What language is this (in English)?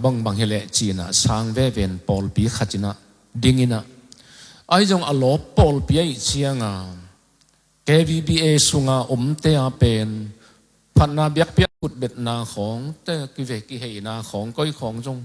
Tedim Chin